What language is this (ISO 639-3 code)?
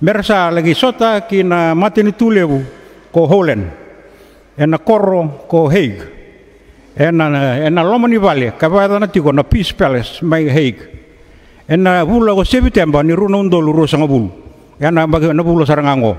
fij